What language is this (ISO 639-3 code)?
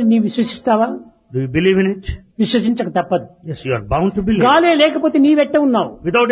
tel